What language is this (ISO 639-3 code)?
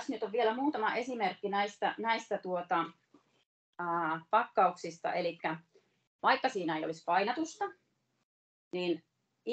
fin